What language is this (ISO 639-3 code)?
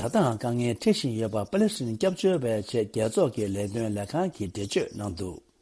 bod